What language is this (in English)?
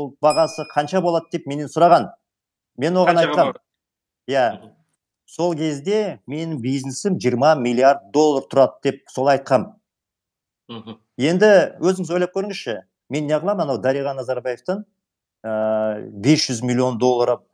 Kazakh